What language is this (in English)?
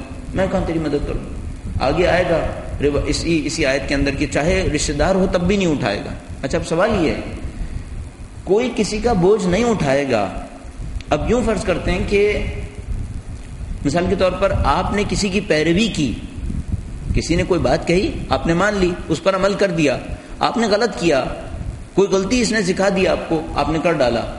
Urdu